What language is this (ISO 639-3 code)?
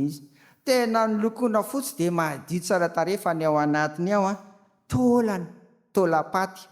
mlg